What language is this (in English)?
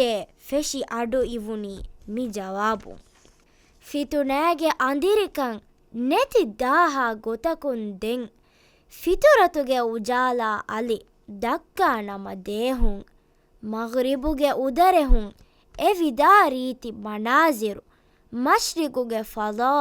Divehi